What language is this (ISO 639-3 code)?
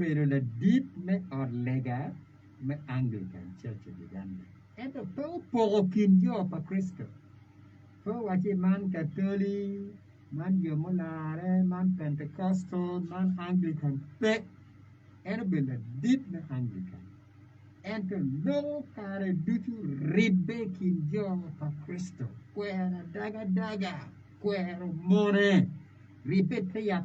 ach